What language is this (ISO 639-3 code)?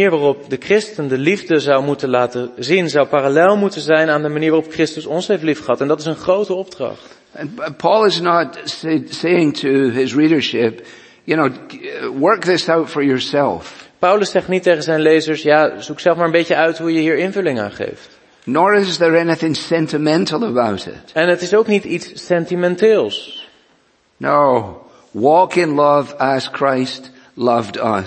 nld